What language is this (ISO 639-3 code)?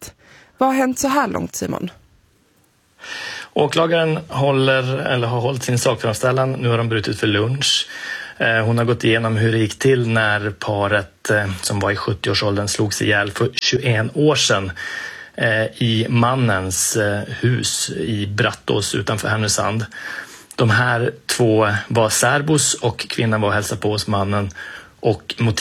swe